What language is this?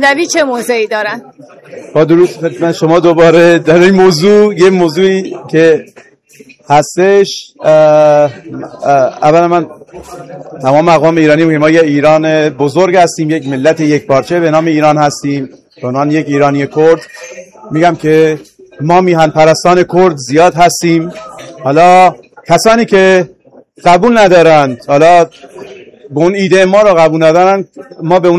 Persian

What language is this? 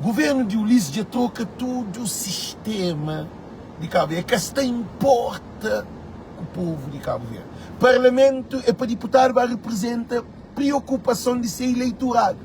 Kabuverdianu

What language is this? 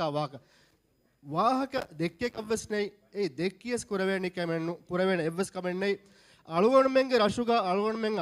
Divehi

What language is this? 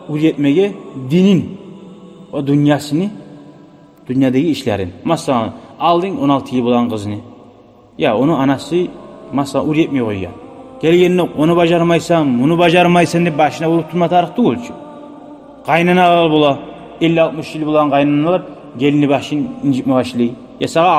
Kumyk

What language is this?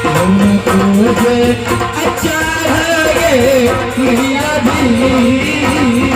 Maithili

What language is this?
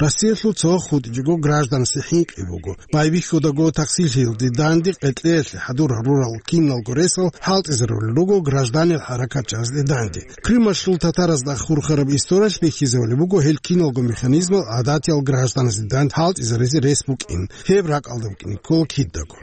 Avaric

